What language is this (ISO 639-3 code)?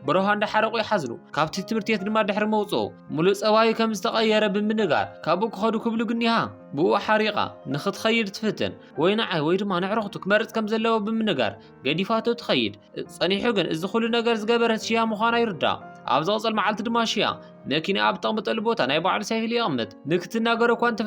tir